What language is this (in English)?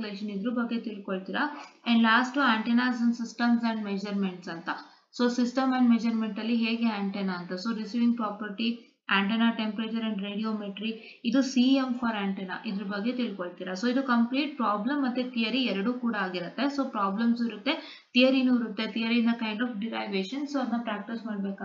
Kannada